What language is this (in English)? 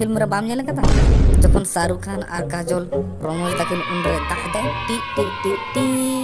Santali